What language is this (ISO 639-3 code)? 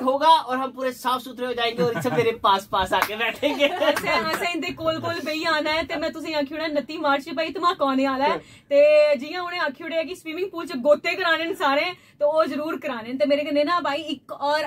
doi